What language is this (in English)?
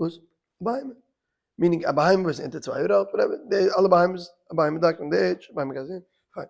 Yiddish